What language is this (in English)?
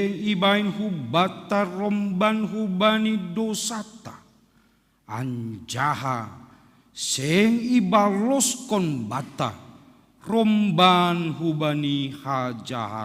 Batak Simalungun